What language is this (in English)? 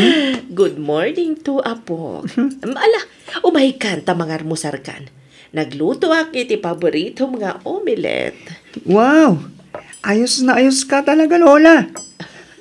Iloko